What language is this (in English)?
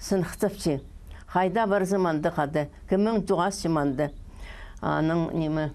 Khakas